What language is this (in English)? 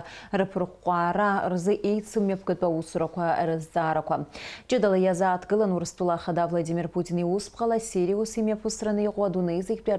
Abkhazian